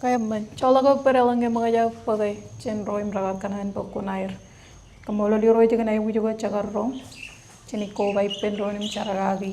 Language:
Marshallese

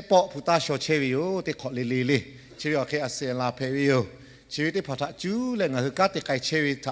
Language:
Lahu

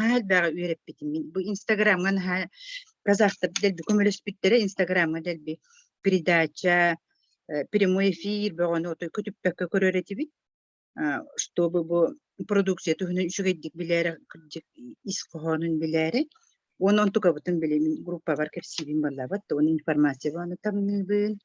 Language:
Yakut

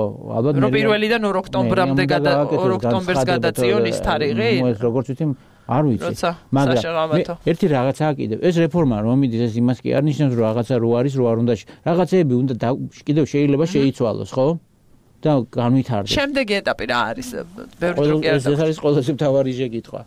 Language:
Georgian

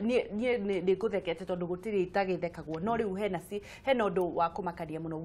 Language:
Kikuyu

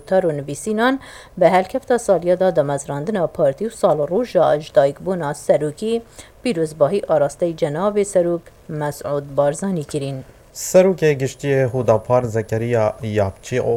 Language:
Kurdish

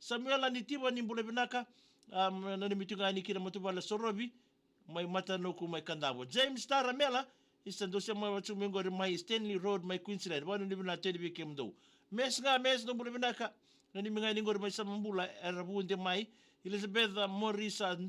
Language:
Fijian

